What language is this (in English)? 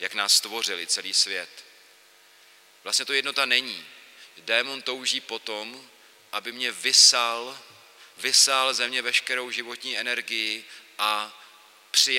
Czech